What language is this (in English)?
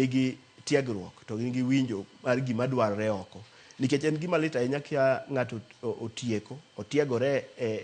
Luo (Kenya and Tanzania)